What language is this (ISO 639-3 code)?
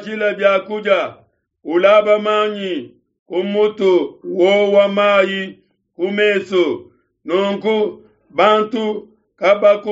lua